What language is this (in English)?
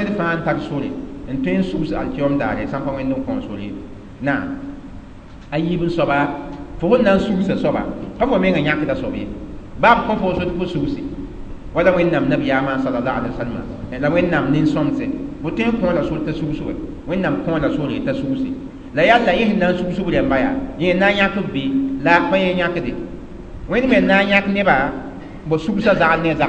Mossi